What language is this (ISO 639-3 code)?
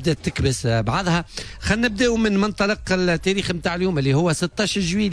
aeb